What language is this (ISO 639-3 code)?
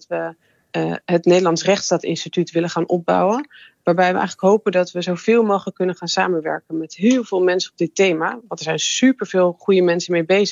nld